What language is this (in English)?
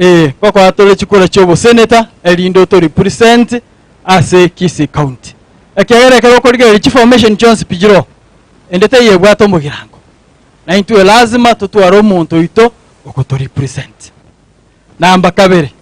Gusii